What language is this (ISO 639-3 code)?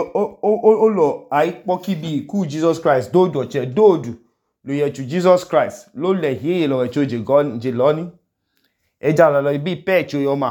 idu